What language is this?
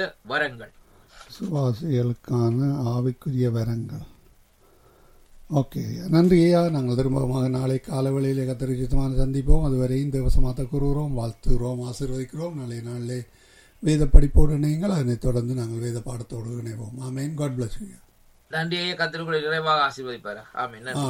Tamil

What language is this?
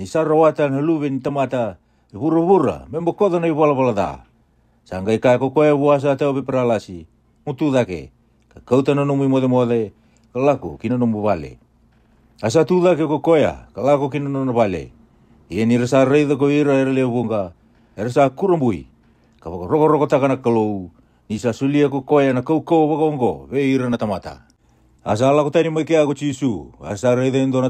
Fijian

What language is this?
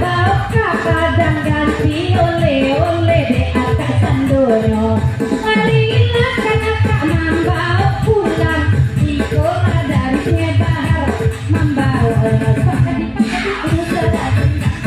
Minangkabau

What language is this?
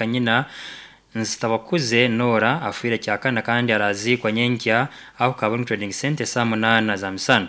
Nyankole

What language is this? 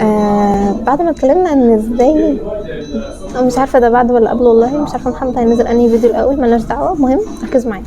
Egyptian Arabic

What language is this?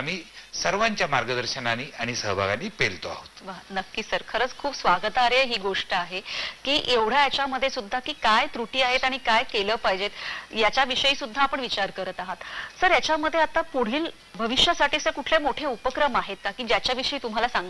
Marathi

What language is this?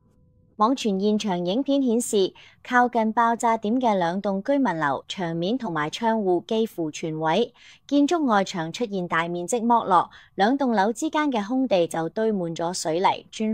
Cantonese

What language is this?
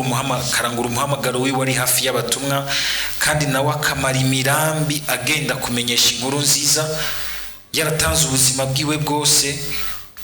Rundi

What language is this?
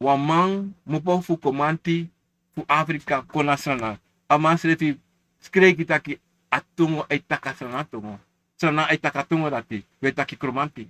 Sranan Tongo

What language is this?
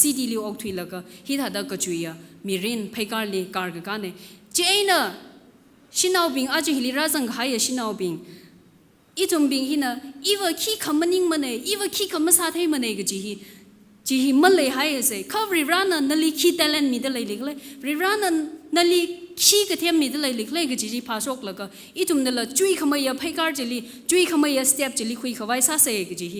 Tangkhul Naga (India)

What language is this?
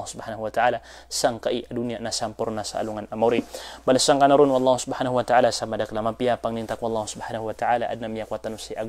Maranao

